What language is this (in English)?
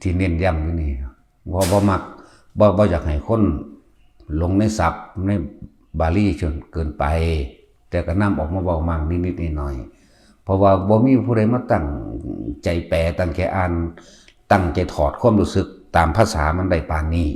Northeastern Thai